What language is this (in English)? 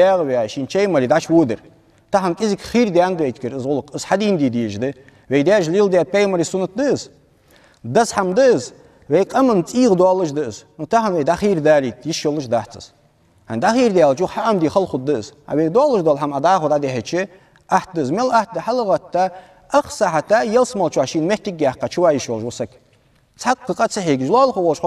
Ingush